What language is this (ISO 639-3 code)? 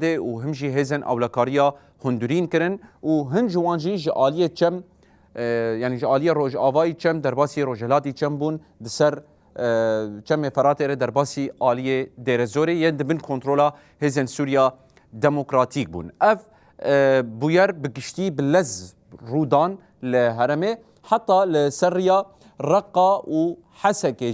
kur